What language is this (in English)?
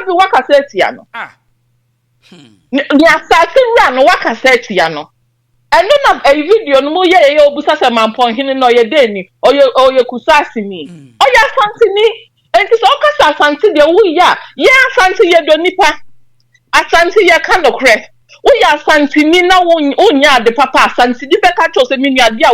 Akan